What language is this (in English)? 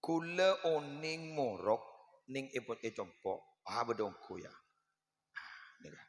Madurese